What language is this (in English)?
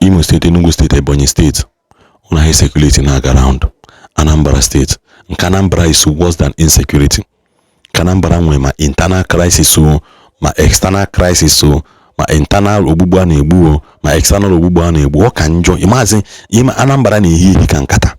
Igbo